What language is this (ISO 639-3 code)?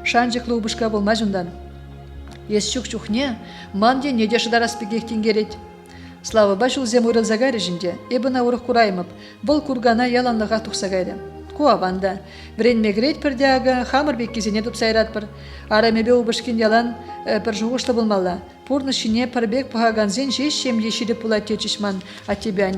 chv